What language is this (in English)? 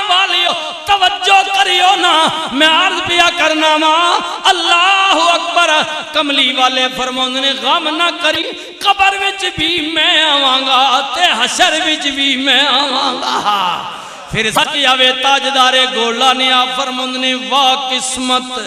Western Panjabi